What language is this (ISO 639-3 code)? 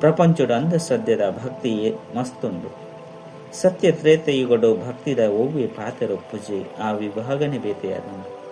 tcy